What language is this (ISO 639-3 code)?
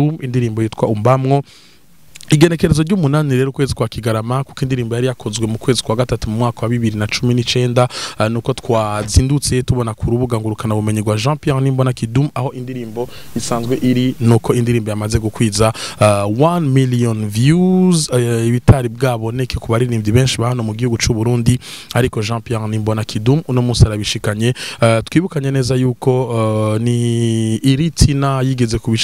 run